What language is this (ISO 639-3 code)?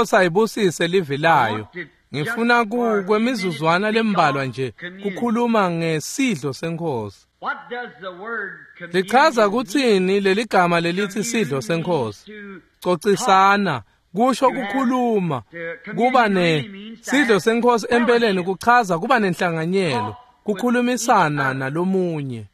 ssw